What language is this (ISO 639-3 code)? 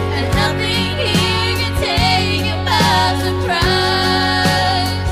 gil